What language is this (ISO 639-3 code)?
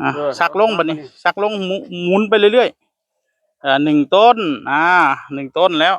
tts